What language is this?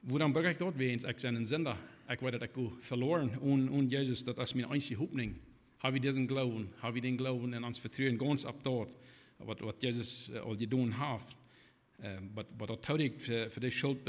Plautdietsch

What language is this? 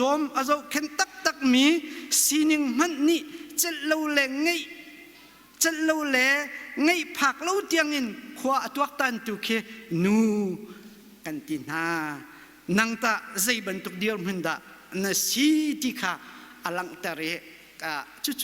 Hakha Chin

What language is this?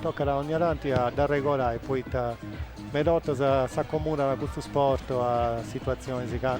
Sardinian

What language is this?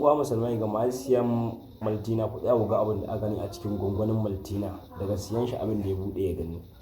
Hausa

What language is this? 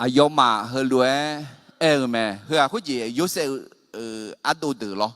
Akha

